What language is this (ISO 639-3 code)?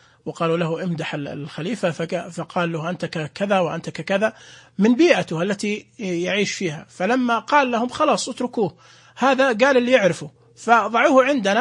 ars